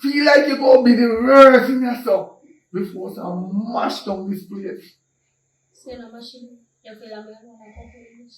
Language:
Jamaican Creole English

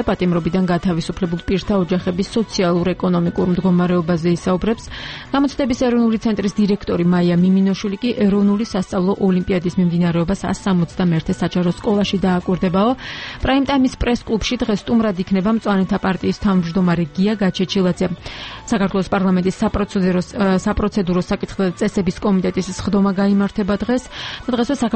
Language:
Georgian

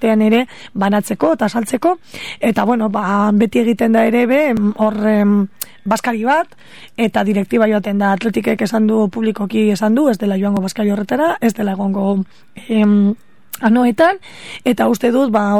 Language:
Basque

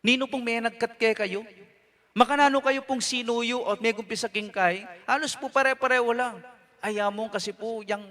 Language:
Pampanga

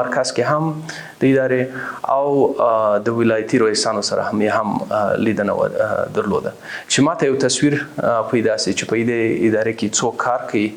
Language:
Pashto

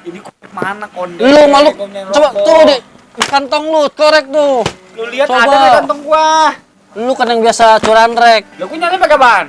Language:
Betawi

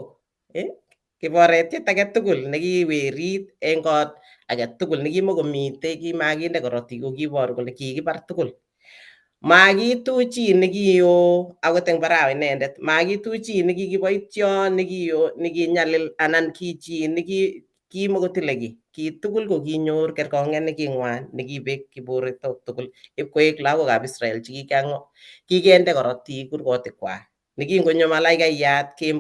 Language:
Kalenjin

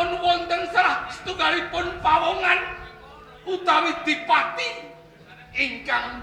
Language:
Javanese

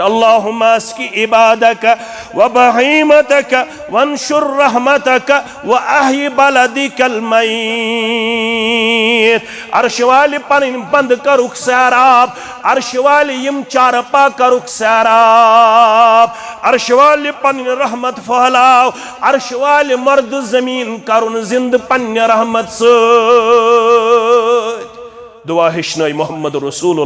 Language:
Kashmiri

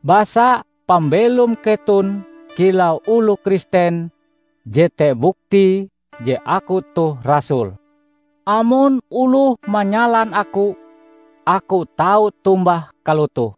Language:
Ngaju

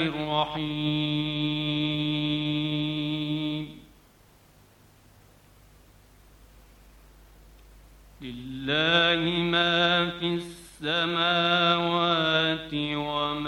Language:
Bangla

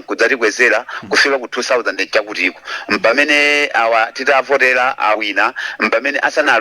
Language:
Nyanja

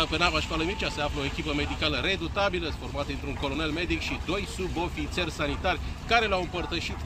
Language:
Romanian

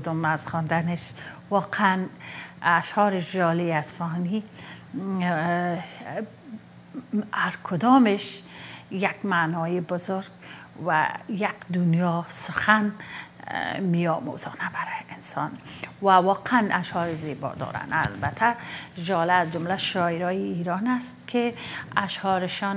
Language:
Persian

